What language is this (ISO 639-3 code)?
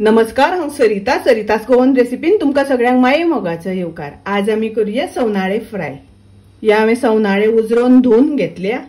kok